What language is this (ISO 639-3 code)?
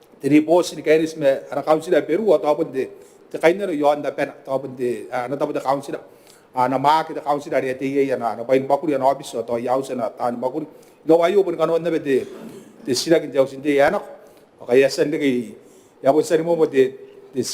gil